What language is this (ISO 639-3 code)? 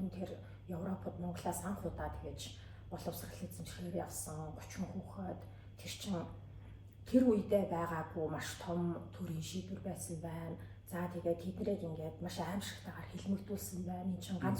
mon